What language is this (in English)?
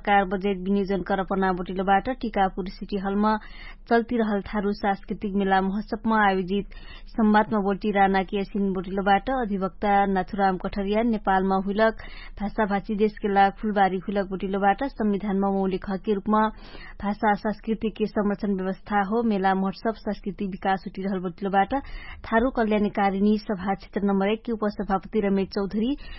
Dangaura Tharu